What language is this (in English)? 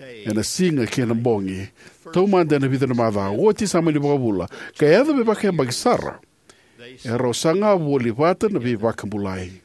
Fijian